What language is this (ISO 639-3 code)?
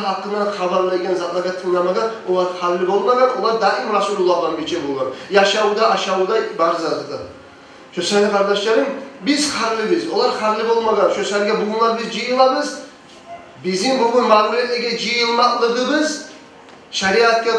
kum